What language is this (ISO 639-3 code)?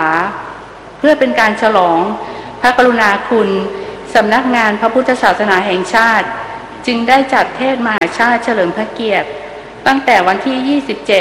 tha